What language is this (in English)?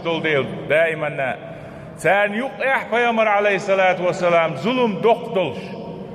Chechen